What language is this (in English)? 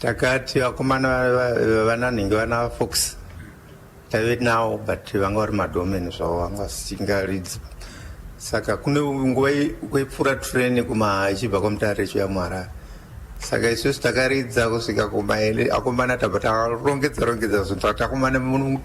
Shona